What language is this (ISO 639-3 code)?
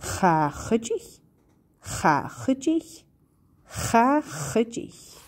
gla